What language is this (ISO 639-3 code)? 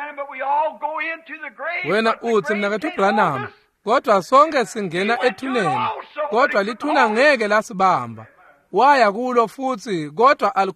ssw